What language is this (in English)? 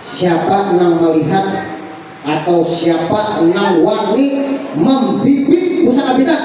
Banjar